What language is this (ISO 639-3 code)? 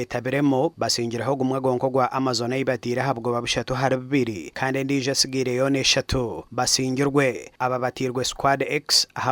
nyn